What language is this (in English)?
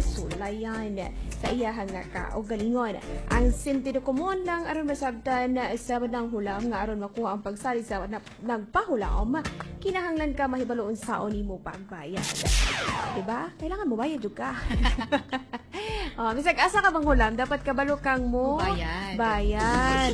Cebuano